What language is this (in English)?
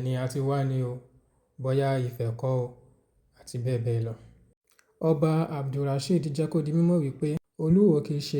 Yoruba